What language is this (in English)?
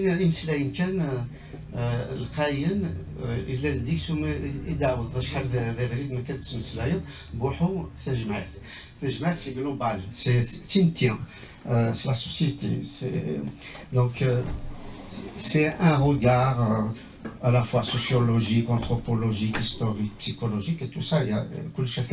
Kabyle